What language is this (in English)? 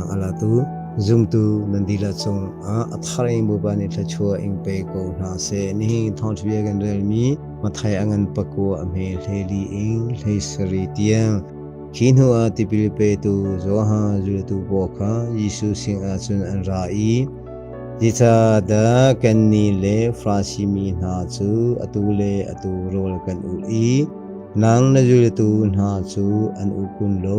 Hakha Chin